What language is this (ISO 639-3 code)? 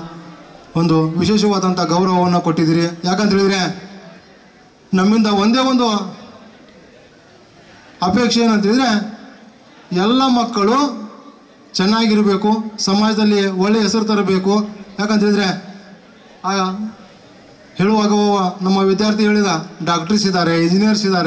kan